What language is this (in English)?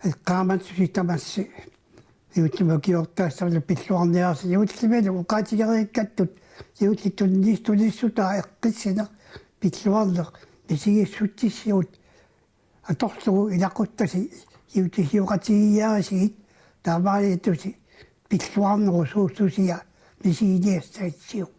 Kalaallisut